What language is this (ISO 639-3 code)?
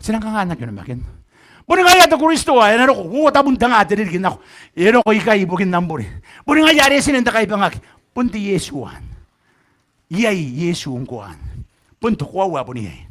gil